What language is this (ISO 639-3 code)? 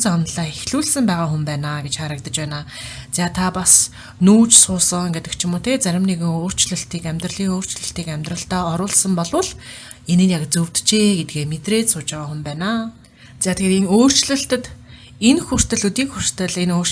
mon